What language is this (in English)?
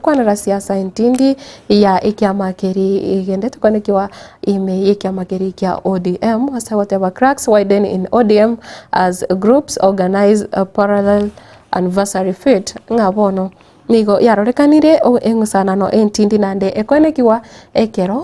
Gusii